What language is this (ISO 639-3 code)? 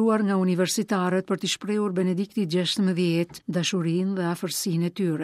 sqi